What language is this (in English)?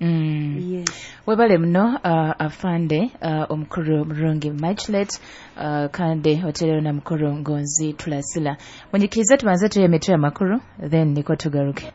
Nyoro